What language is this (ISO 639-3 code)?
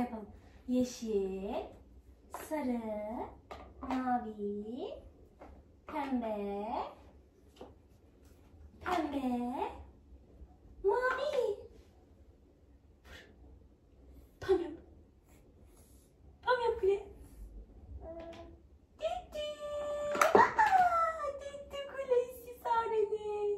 tur